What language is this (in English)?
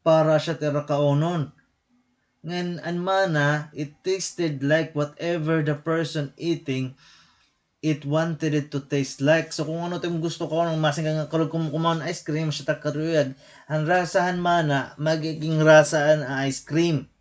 Waray